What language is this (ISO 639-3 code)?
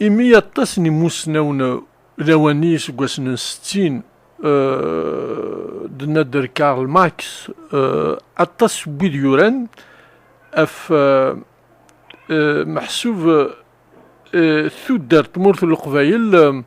kab